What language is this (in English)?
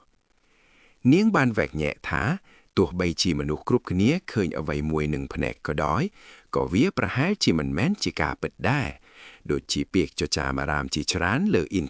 Khmer